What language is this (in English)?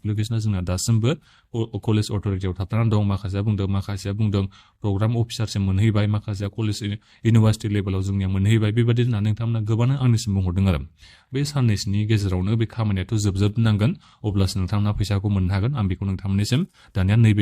Bodo